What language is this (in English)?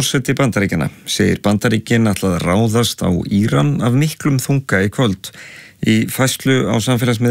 Icelandic